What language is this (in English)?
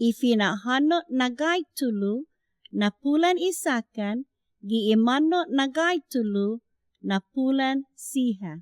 Chamorro